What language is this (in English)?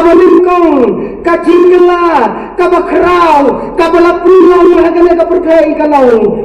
Khasi